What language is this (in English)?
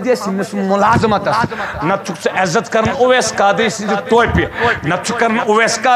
Kashmiri